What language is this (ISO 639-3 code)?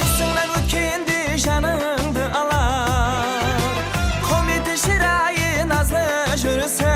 kaa